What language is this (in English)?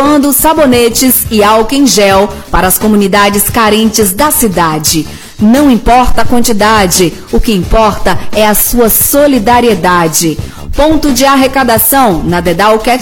Portuguese